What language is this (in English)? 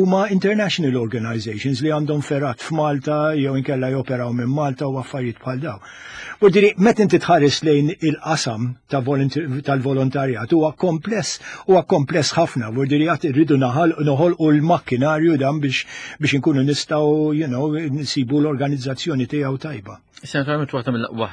Maltese